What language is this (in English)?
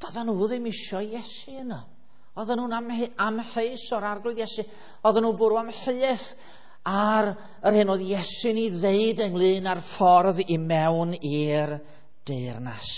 Welsh